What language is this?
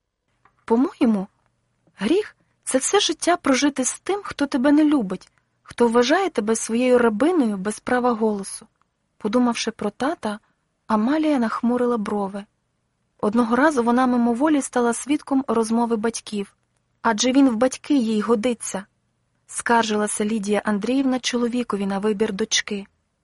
Ukrainian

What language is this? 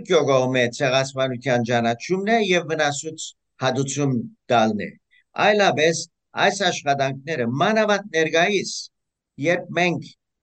Western Armenian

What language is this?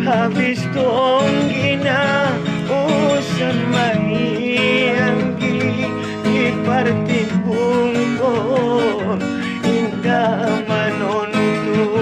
Batak Angkola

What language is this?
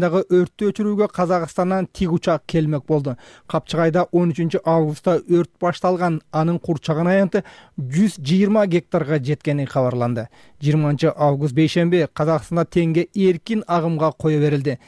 Kyrgyz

